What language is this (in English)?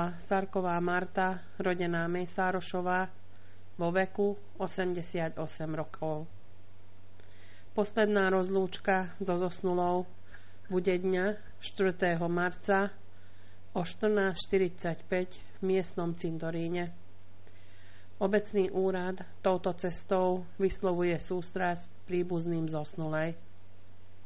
Slovak